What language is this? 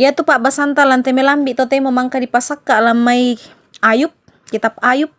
Toraja-Sa'dan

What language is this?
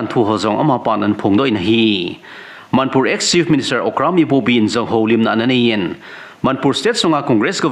Thado Chin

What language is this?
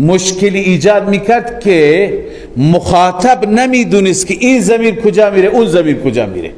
Persian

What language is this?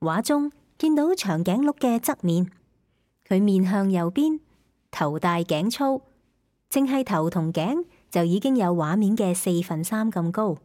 Cantonese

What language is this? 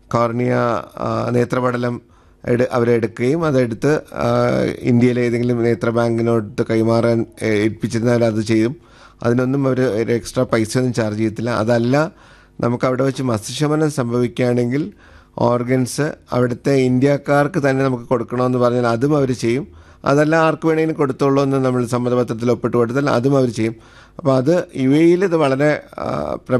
Malayalam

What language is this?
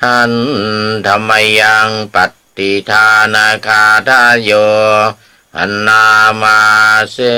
Pali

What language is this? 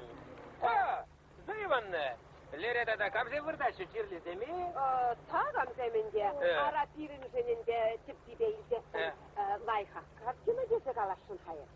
Chuvash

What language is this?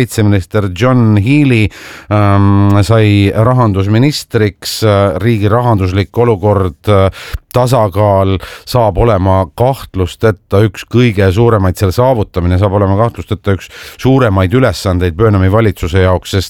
Estonian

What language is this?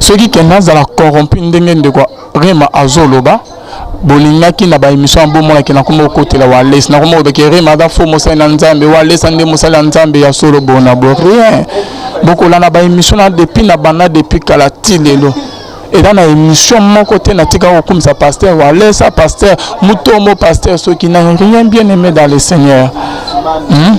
Lingala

